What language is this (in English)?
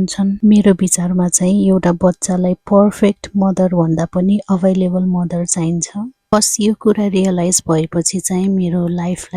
Nepali